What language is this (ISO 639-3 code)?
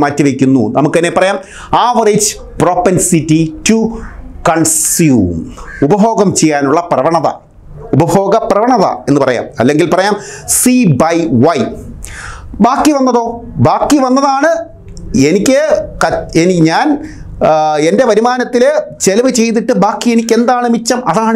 mal